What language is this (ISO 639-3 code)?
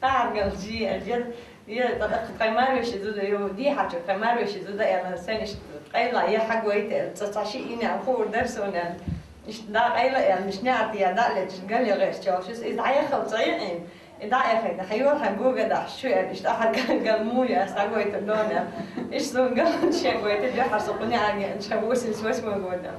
che